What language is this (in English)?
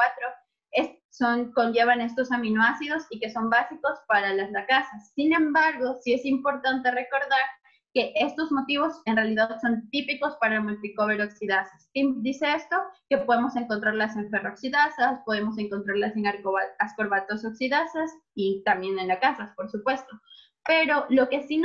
Spanish